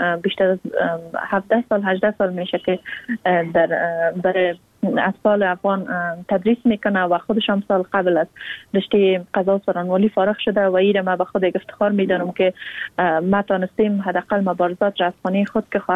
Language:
Persian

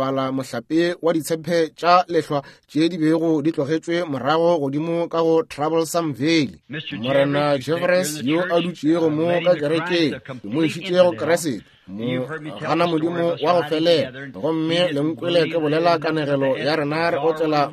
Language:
Northern Sotho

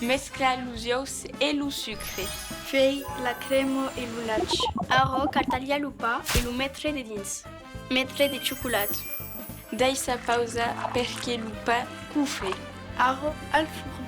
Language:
Occitan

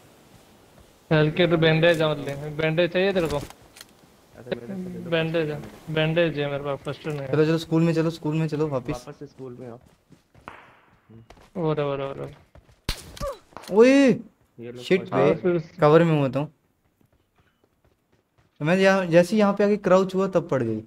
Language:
Hindi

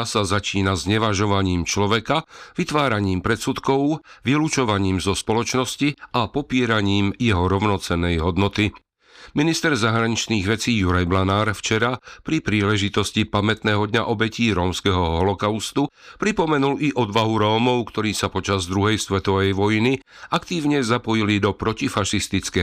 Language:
Slovak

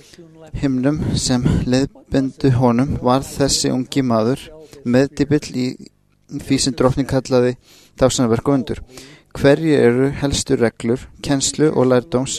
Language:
Icelandic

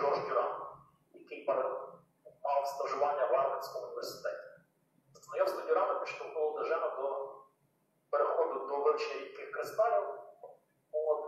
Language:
Ukrainian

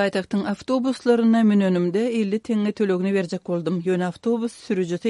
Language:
Turkmen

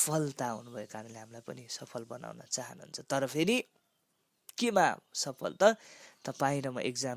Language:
Nepali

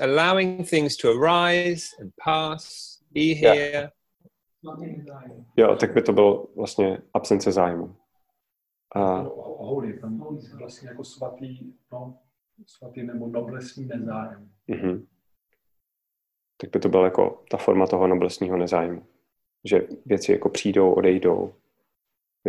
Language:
Czech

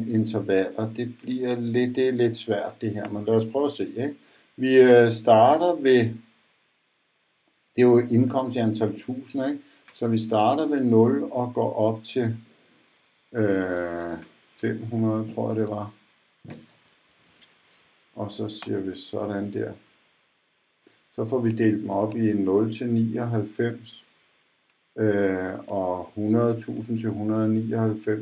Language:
Danish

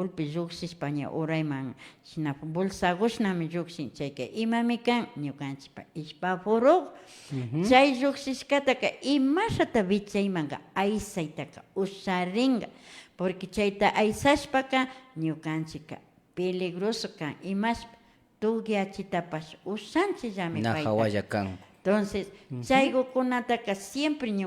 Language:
Imbabura Highland Quichua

